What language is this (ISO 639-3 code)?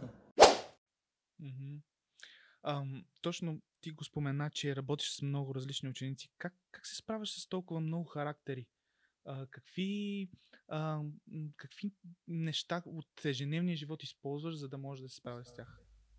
bul